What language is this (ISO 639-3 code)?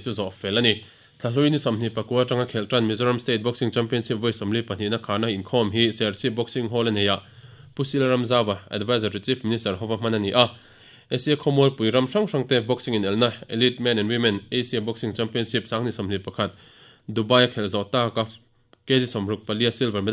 lus